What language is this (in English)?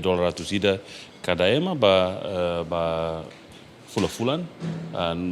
Tetum